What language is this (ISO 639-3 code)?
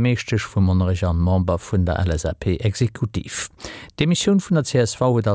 ltz